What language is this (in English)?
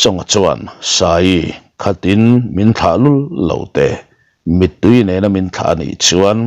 Mizo